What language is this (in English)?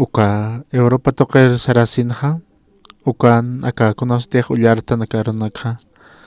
Aymara